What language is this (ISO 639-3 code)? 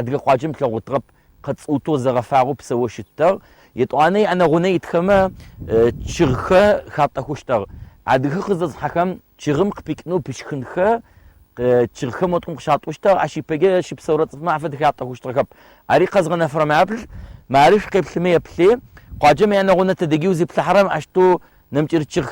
ady